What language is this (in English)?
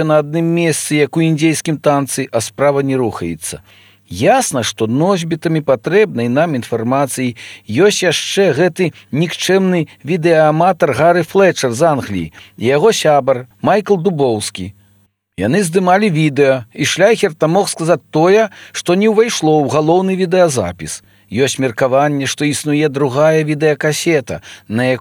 Belarusian